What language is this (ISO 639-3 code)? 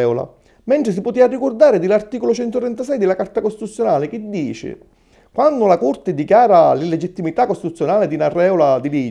scn